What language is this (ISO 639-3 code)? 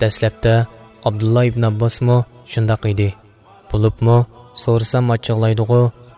uig